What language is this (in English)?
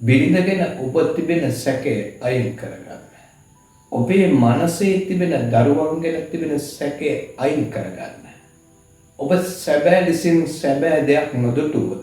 Sinhala